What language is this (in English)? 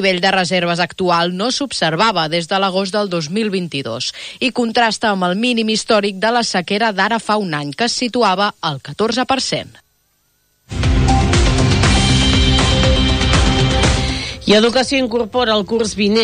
Catalan